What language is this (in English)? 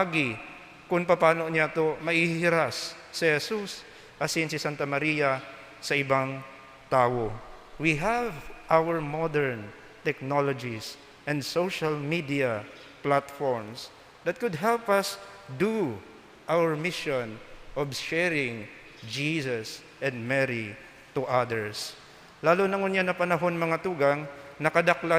Bikol